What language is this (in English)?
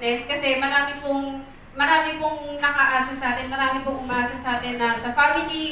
Filipino